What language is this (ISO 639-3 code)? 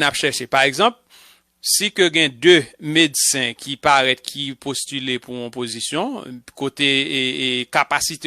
hat